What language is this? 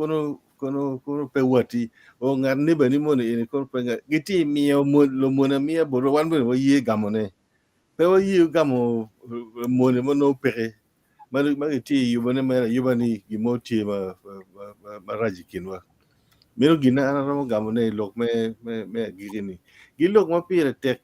Acoli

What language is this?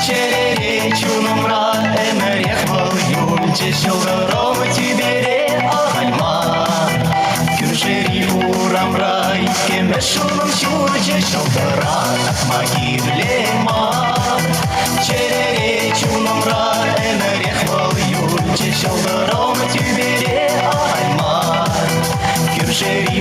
Chuvash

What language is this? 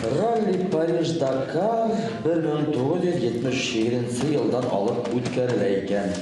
Bashkir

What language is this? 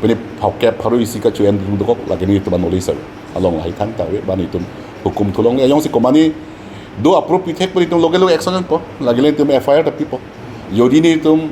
Karbi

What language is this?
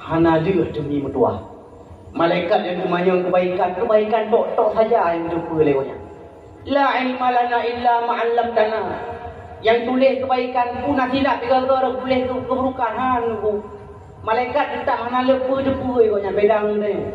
Achinese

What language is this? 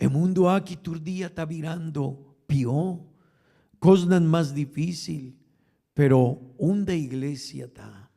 Papiamento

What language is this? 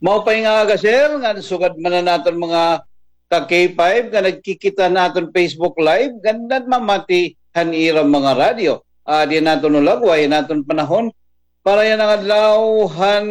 Waray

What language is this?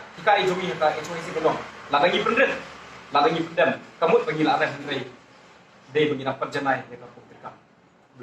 Khasi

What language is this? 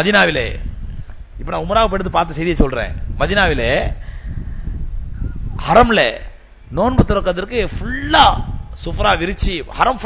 Tamil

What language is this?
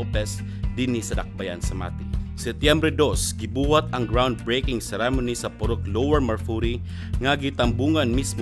Cebuano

